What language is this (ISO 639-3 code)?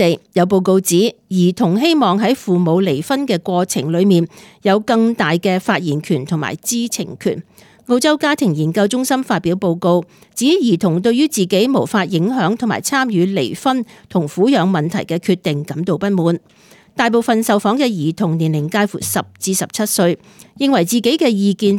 yue